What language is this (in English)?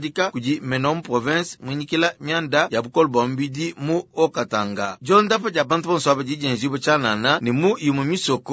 Luba-Lulua